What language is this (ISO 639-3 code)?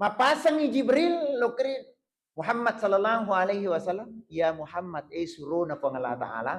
bug